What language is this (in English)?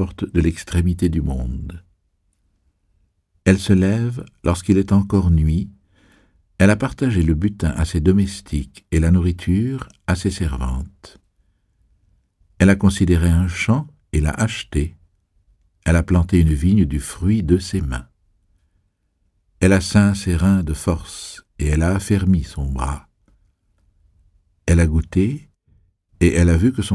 French